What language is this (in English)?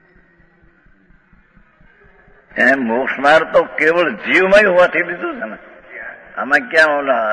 Gujarati